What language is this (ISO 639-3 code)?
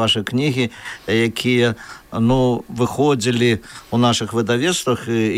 bel